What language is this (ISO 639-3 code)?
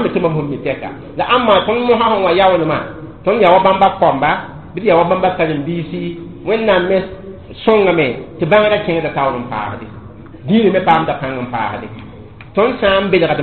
mos